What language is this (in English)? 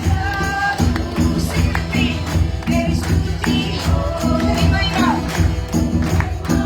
Konkani